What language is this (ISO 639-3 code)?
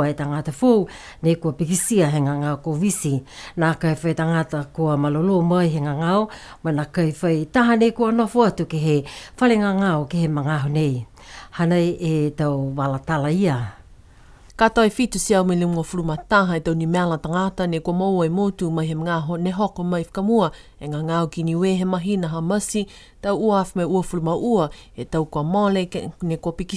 niu